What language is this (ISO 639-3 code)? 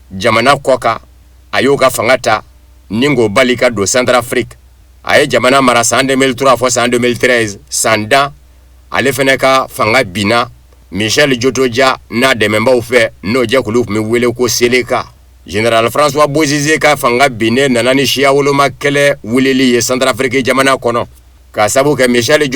bam